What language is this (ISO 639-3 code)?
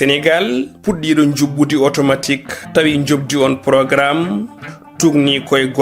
ful